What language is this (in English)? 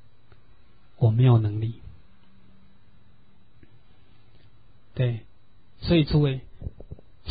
Chinese